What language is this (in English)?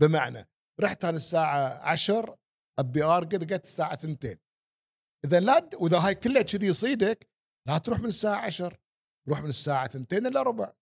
Gulf Arabic